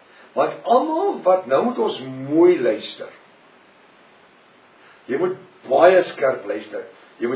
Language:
Afrikaans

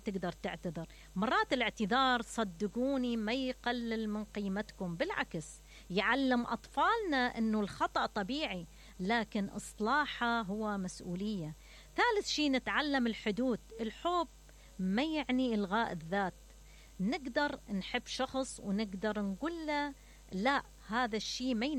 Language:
Mesopotamian Arabic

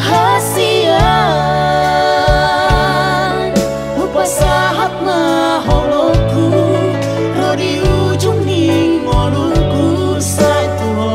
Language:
Batak Toba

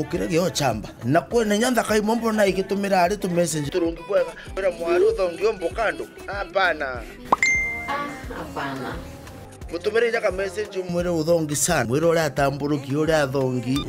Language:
Meru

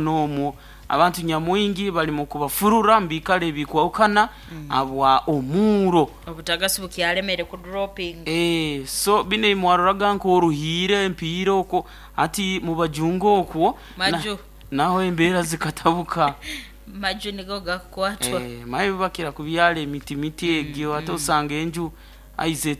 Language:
Nyankole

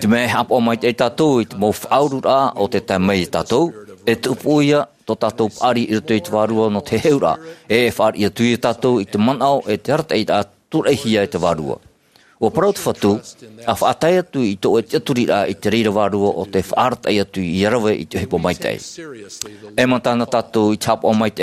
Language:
Tahitian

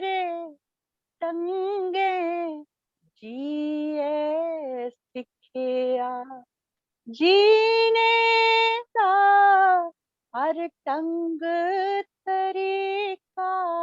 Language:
Dogri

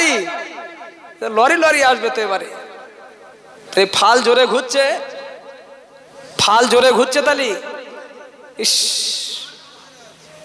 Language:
Bangla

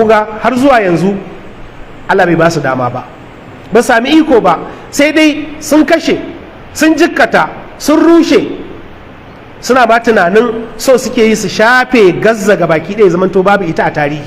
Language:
Hausa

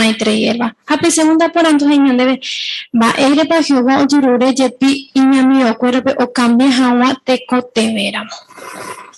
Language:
Guarani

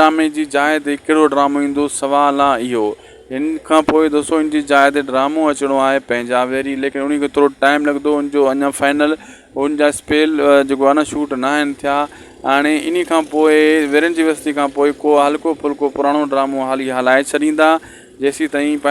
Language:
Sindhi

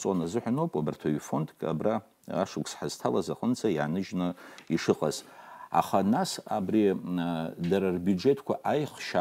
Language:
Abkhazian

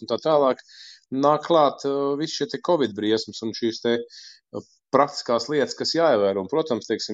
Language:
Latvian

